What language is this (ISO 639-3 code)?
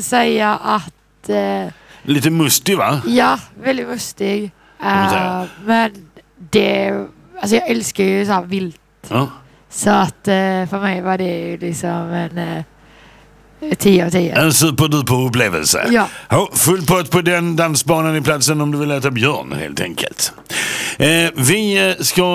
swe